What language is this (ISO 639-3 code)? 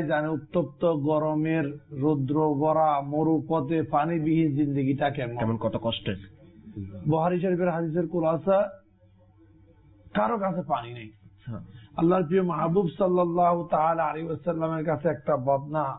ben